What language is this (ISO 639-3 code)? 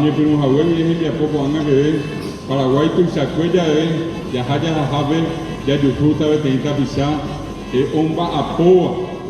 grn